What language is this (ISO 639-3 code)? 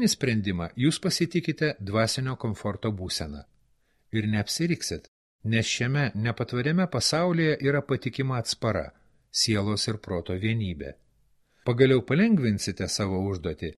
lit